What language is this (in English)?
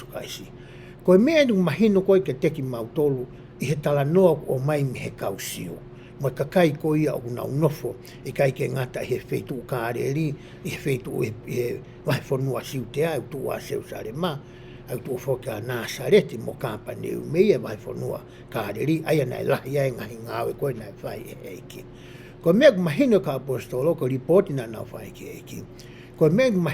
Tongan